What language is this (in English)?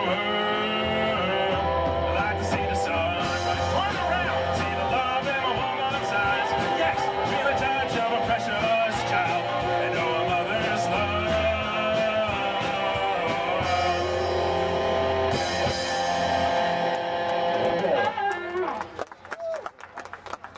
English